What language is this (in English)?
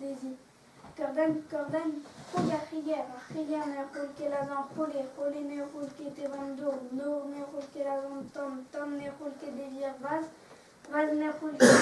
Breton